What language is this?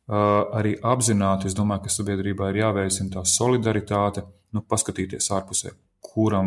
Latvian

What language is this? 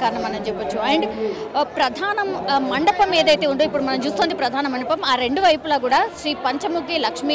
Telugu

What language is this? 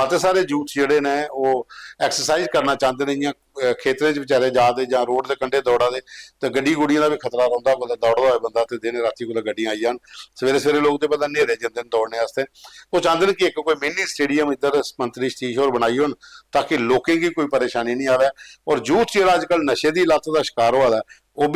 Dogri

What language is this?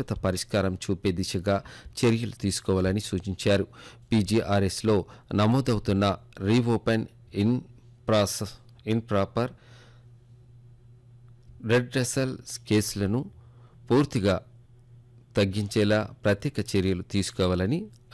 Telugu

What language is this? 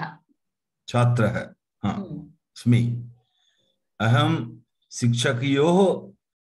Sanskrit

